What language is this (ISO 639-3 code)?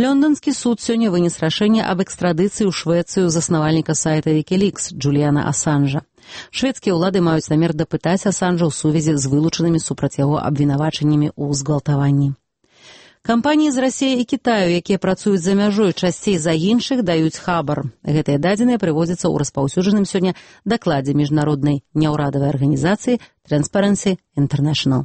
bel